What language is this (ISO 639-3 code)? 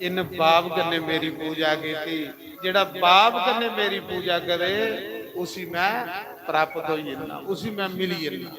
doi